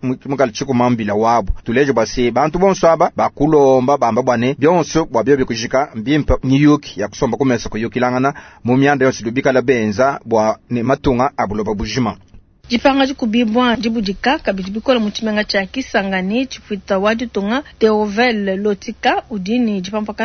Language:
Luba-Lulua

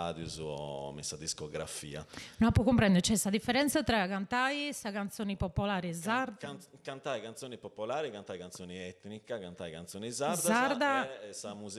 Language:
Sardinian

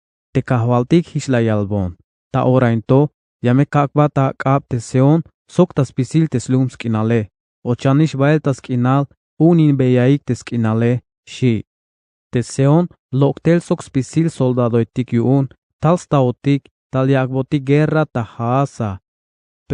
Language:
Tzeltal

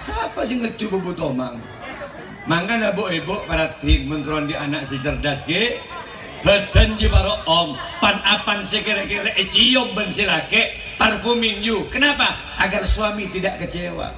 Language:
Madurese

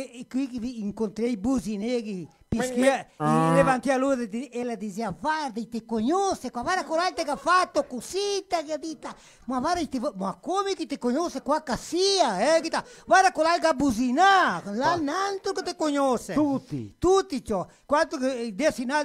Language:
Venetian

